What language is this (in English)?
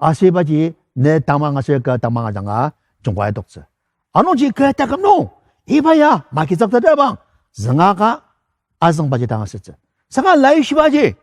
Ao Naga